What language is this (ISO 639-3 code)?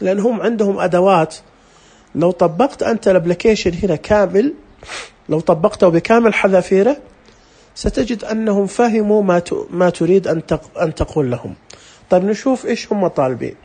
ars